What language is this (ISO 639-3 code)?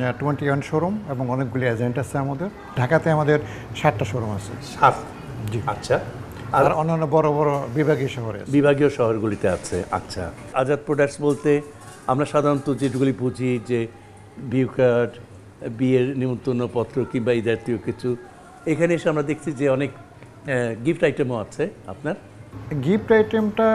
ben